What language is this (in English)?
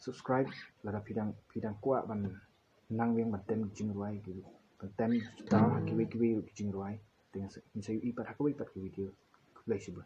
Khasi